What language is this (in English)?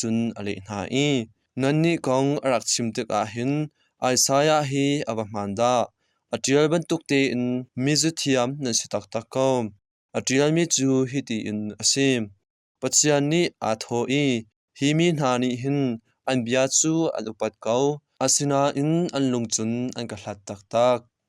Hakha Chin